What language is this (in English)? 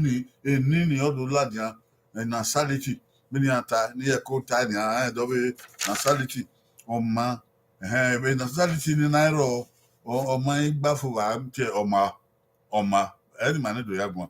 Bini